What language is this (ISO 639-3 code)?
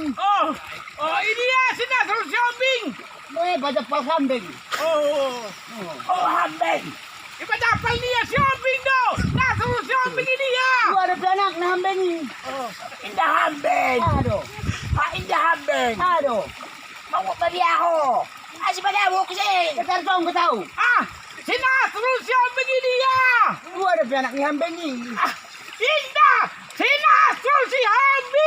bbc